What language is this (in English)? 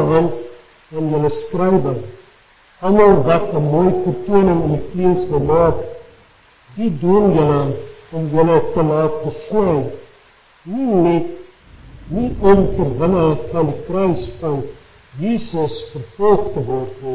Afrikaans